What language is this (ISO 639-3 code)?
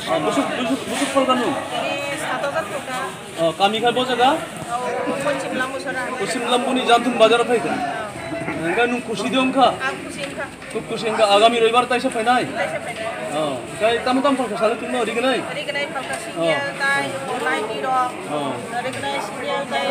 trp